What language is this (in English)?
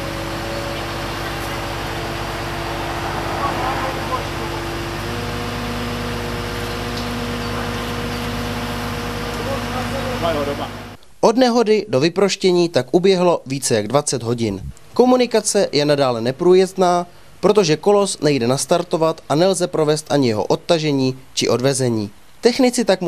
Czech